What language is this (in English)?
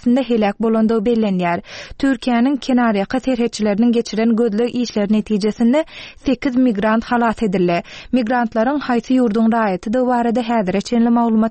Turkmen